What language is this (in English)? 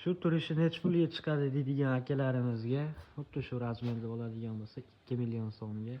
Uzbek